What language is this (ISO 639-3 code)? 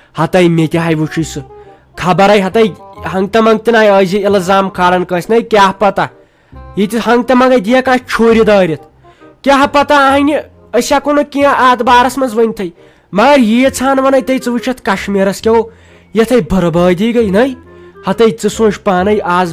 kas